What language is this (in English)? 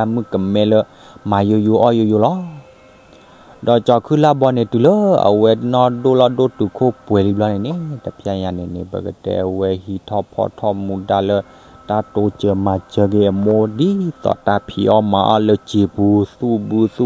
S'gaw Karen